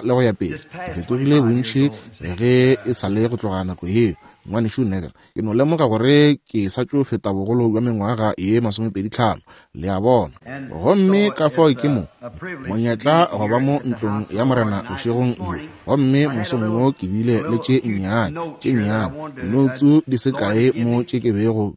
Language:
Northern Sotho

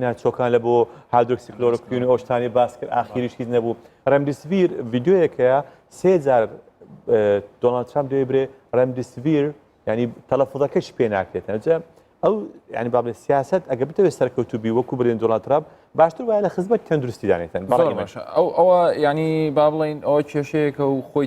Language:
Central Kurdish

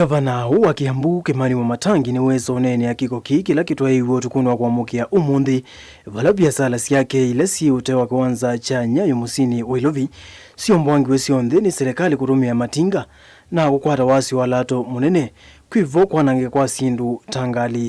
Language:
Kamba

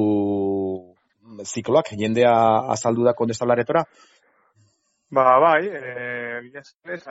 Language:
Basque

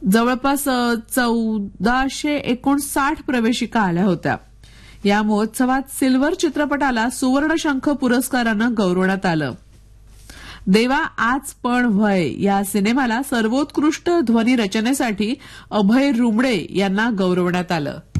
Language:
Marathi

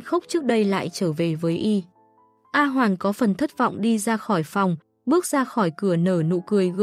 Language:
Vietnamese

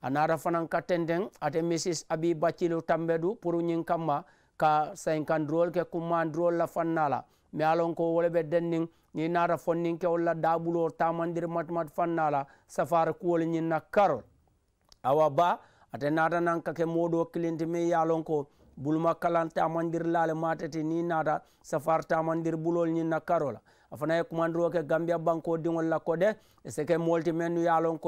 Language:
Mandingo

